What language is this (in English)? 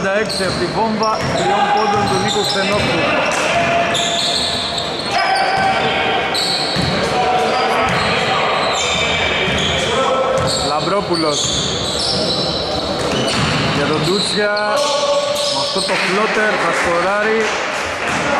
Greek